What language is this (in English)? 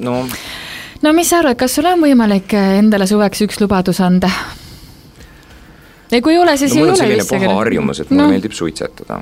Estonian